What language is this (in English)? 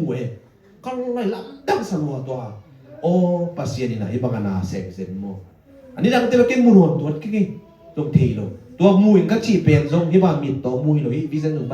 Tedim Chin